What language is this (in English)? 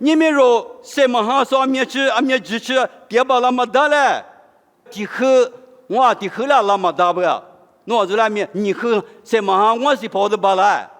Lisu